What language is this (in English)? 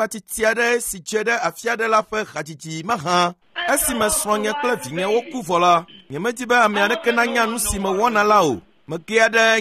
Ewe